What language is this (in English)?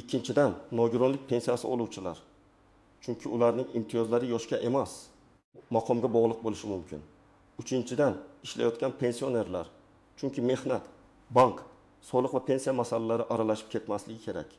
Uzbek